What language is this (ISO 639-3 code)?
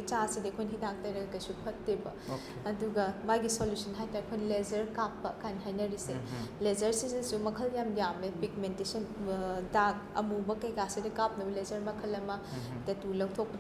mni